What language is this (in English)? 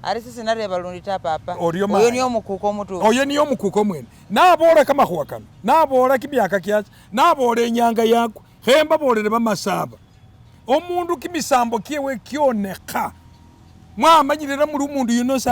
Masaaba